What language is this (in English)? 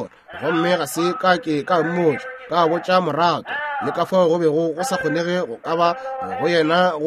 Northern Sotho